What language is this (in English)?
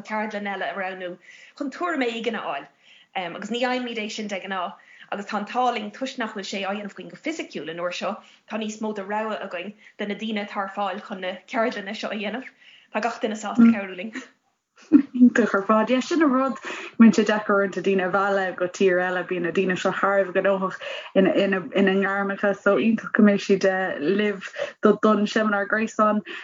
Irish